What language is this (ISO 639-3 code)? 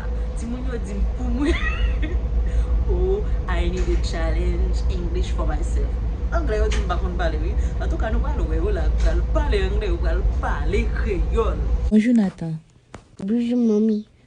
hat